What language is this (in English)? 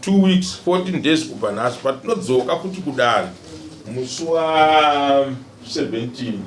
Shona